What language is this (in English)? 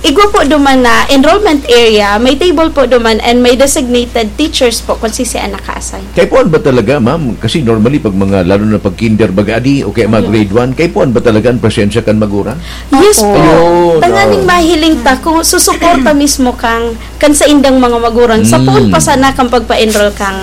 Bikol